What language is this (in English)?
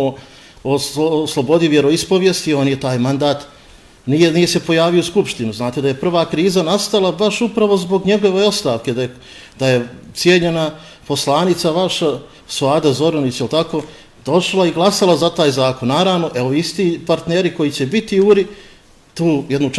Bosnian